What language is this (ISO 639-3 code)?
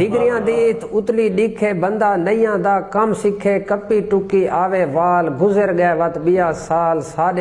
skr